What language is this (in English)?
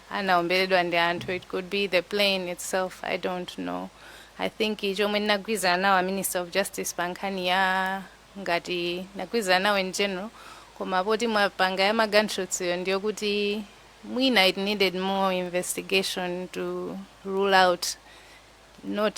Nyanja